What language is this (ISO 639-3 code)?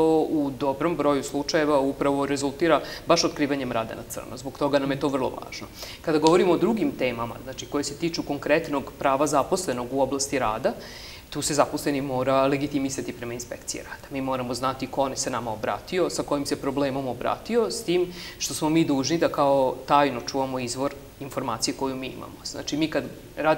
srp